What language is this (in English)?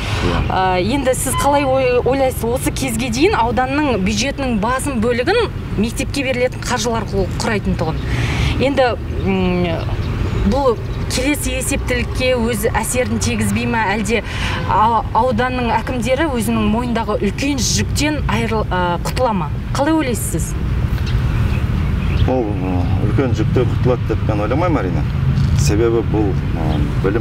Kazakh